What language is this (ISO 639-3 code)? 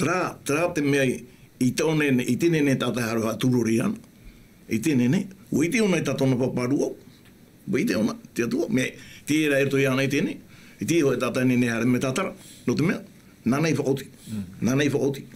tah